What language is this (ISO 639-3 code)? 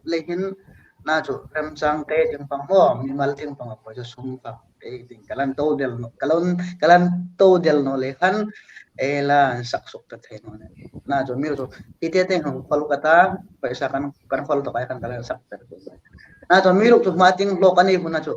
hmr